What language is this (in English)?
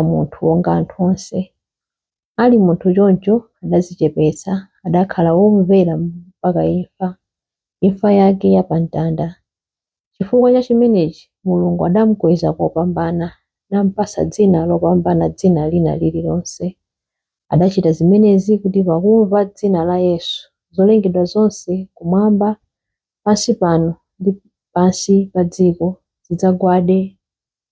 Nyanja